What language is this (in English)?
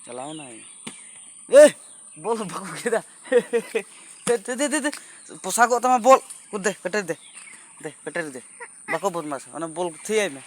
Santali